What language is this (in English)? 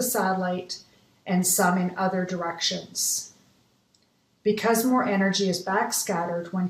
English